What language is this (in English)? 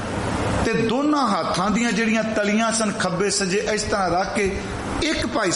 Punjabi